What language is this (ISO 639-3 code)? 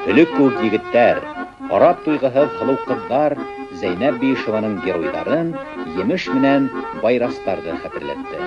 bak